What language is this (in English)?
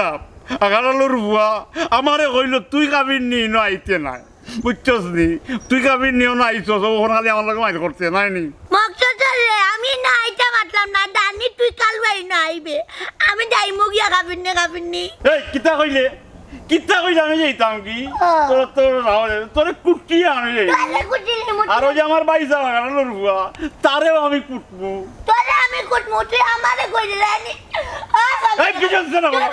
Sylheti